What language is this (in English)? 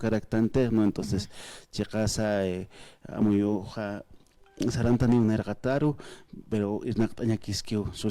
Aymara